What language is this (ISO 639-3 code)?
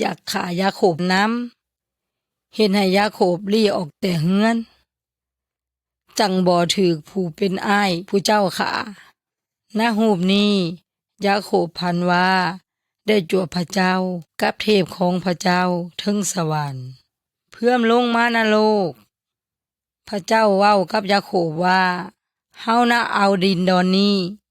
yoy